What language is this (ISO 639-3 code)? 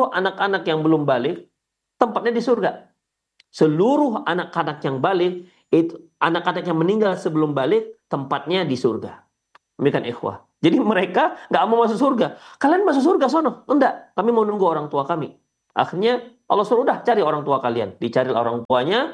ind